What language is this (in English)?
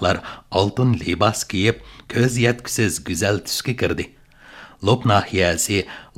Uyghur